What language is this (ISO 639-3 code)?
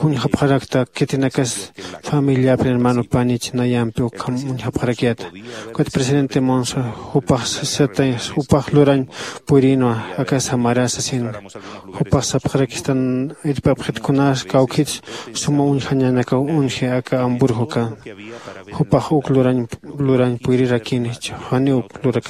aym